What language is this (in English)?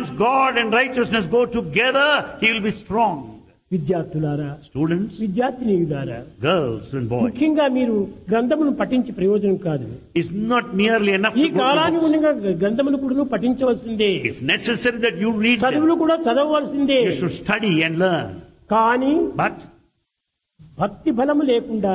Telugu